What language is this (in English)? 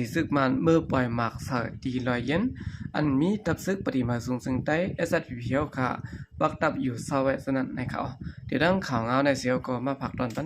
Shan